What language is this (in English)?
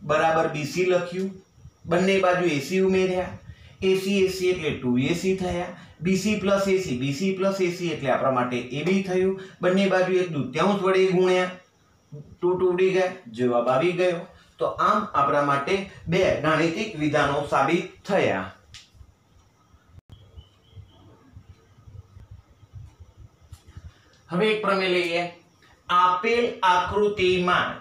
Gujarati